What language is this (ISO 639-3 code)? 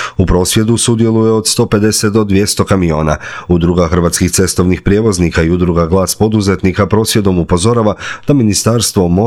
hrv